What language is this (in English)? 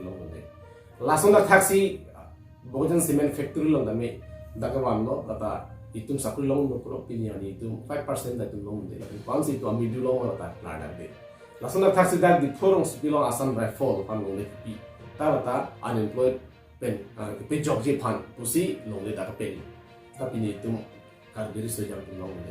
Karbi